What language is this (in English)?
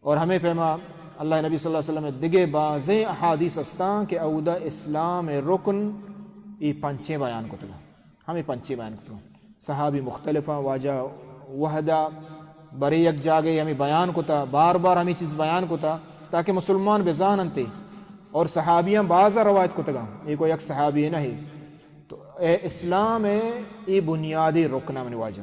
Baluchi